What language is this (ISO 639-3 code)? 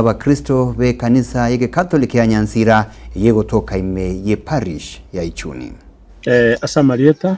guz